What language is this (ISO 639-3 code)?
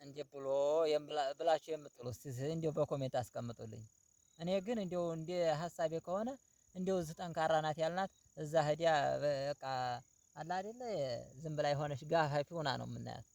amh